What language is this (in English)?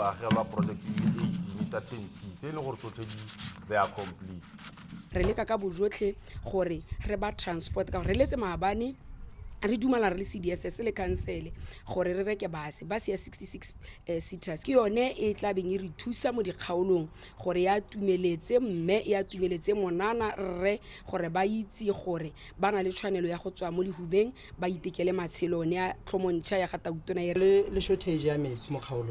Tswana